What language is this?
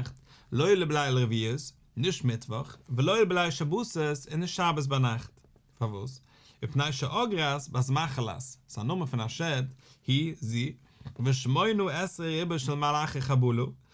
Yiddish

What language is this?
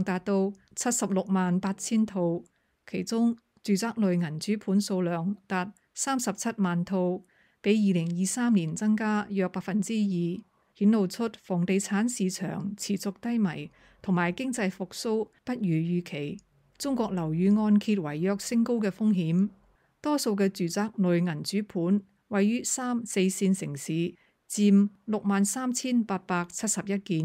Cantonese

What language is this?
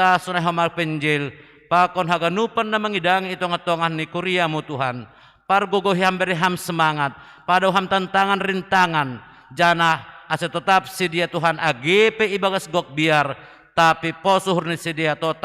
Batak Simalungun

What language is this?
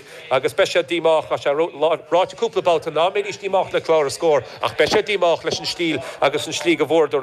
Irish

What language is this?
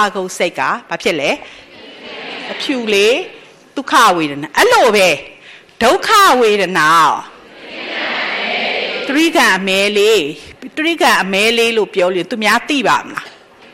Burmese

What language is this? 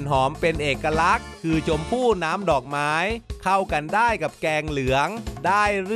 Thai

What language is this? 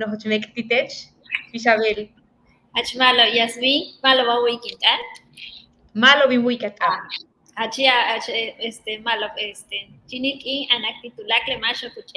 Yucateco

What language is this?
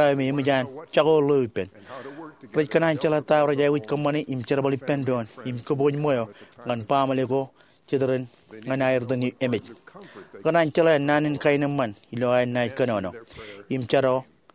Marshallese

